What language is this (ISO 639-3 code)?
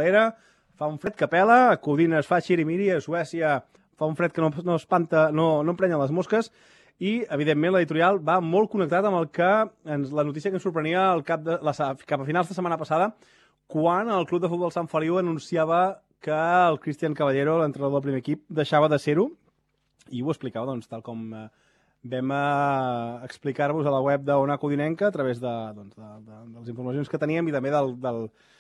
cat